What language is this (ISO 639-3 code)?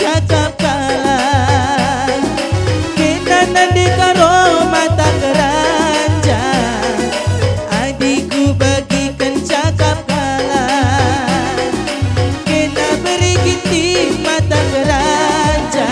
btx